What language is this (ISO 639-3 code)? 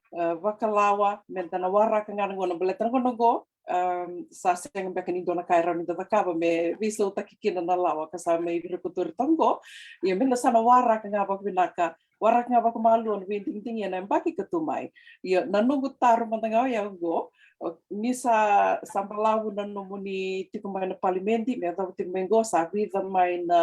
fij